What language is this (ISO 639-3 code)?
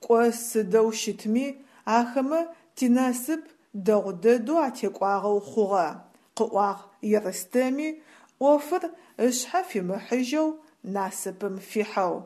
ady